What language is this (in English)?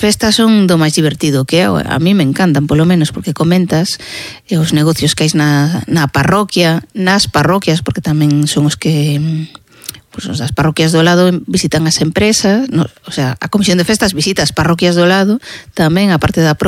Galician